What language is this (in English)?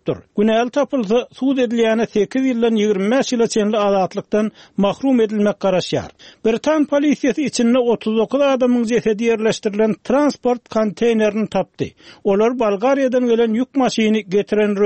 Turkmen